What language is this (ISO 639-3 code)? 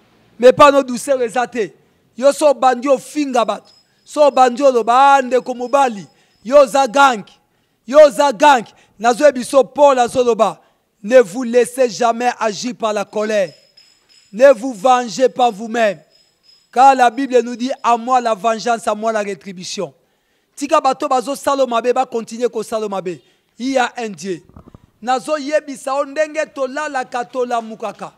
lin